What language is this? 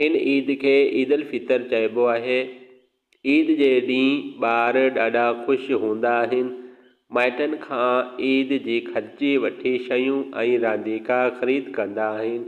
Sindhi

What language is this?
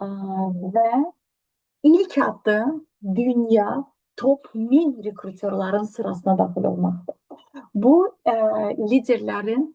Azerbaijani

